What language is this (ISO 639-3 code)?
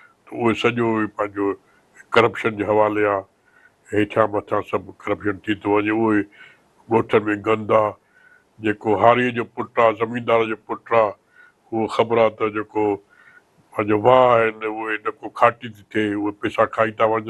snd